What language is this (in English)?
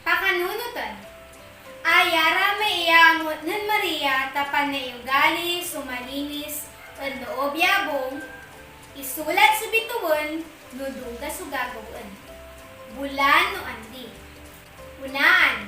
Pangasinan